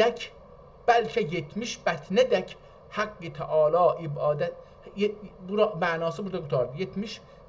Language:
South Azerbaijani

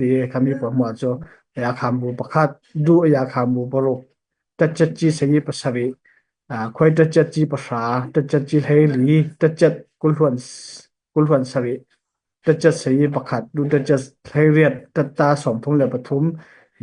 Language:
Falam Chin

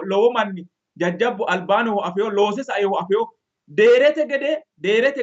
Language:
Sidamo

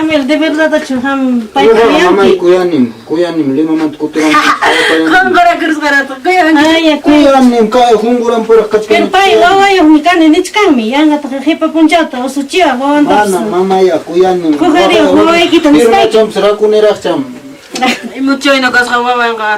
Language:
Ayacucho Quechua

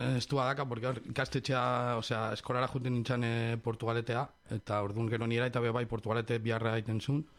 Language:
Basque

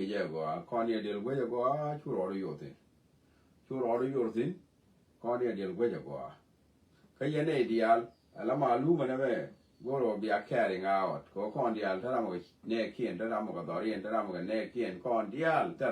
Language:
Nuer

